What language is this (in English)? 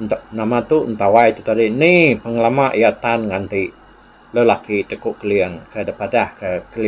Iban